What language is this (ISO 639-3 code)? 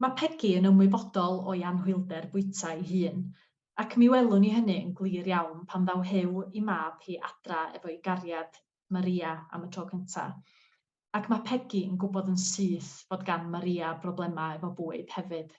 cym